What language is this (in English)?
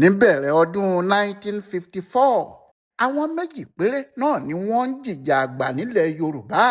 Yoruba